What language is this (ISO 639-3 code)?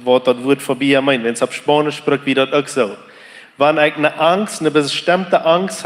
pdt